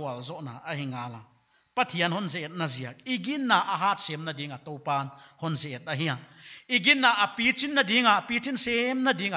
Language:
Paite Chin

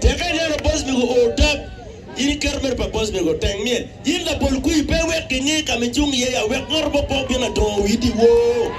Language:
Acoli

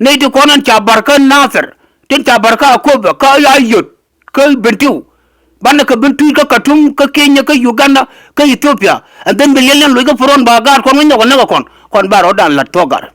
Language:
Nuer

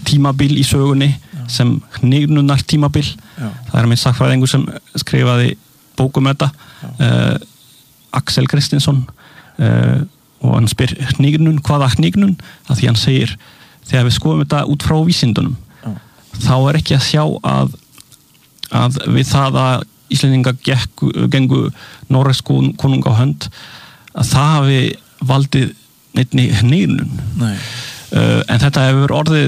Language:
Icelandic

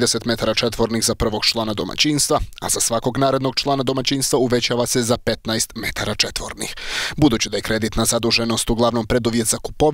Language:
Bosnian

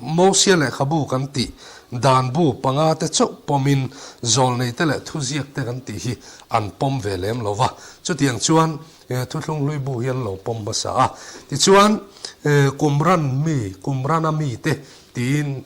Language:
Mizo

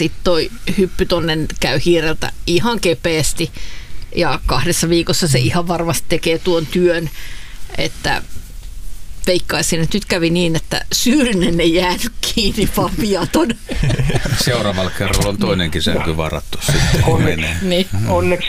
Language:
Finnish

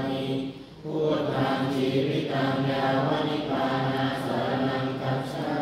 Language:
Pali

